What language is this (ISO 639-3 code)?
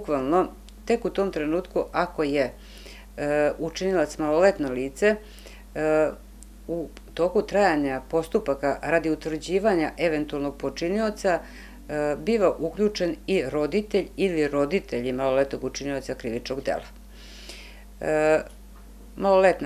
srp